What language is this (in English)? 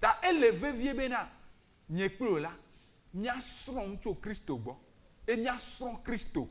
Ewe